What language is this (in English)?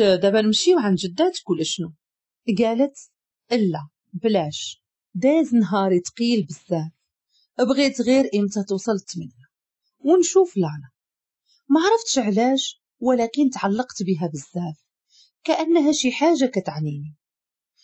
Moroccan Arabic